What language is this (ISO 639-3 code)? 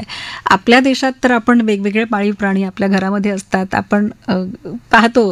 mar